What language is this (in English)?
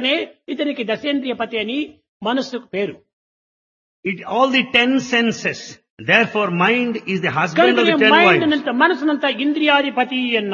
Telugu